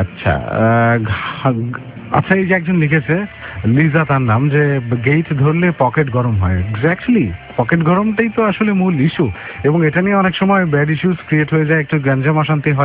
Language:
Bangla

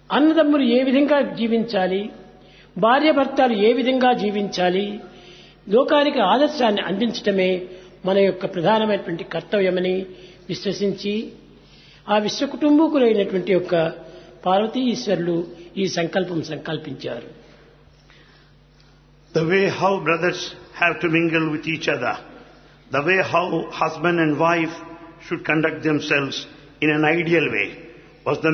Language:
Telugu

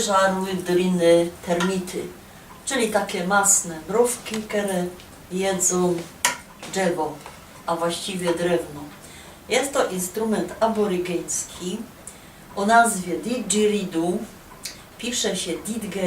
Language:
Silesian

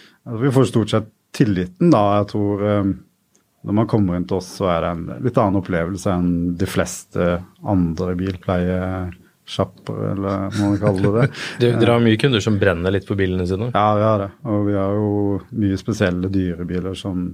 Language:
Norwegian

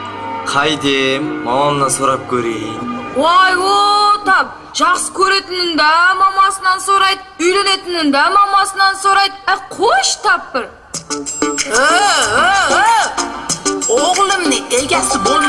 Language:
Kara-Kalpak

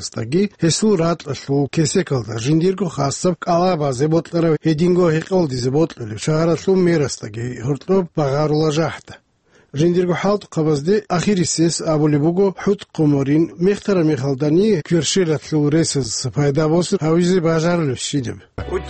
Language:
Avaric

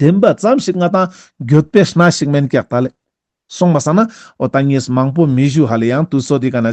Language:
Ladakhi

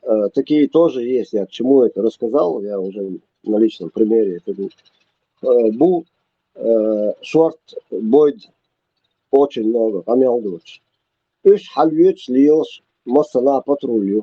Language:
Chechen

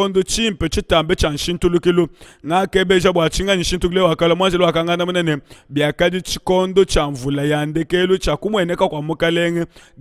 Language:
Luba-Lulua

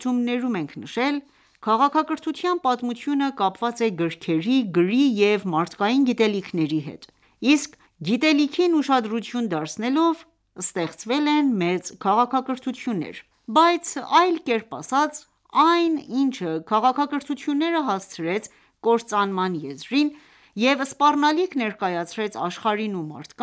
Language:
Armenian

